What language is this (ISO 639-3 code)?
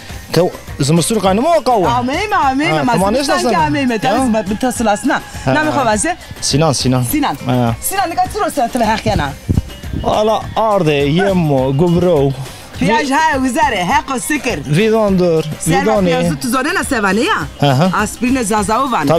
zza